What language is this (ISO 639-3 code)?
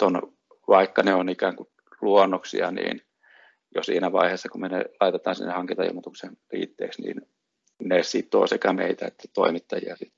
fin